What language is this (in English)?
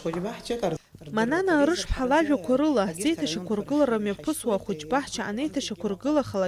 Abkhazian